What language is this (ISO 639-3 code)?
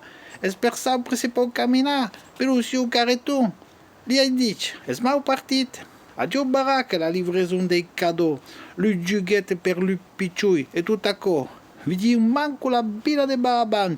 oci